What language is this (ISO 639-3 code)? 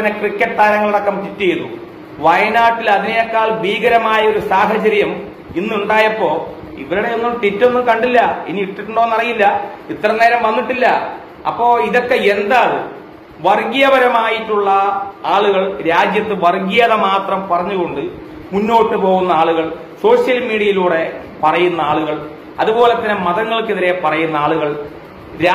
mal